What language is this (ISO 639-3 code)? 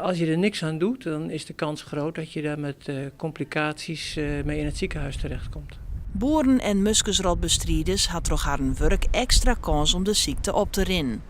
fry